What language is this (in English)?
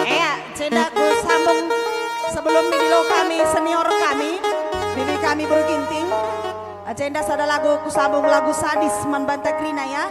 Batak Karo